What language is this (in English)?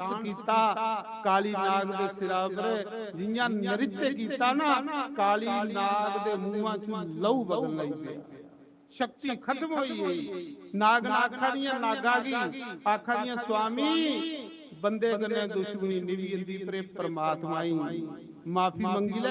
Dogri